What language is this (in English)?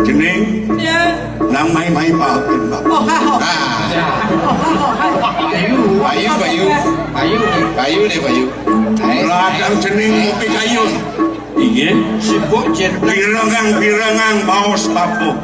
Balinese